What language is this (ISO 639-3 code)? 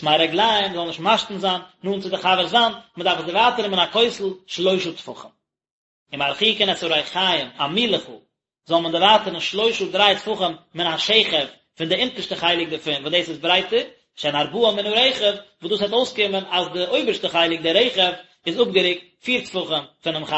yid